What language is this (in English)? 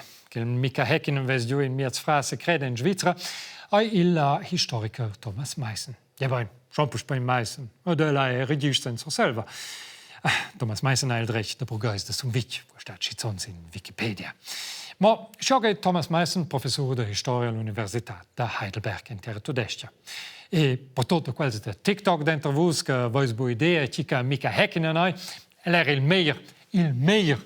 Romansh